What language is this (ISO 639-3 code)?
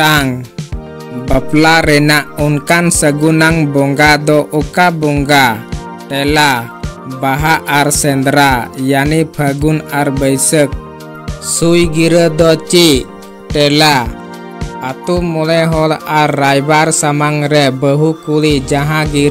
sat